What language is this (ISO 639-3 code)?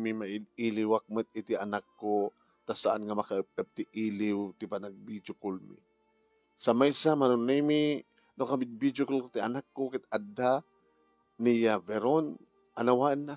ilo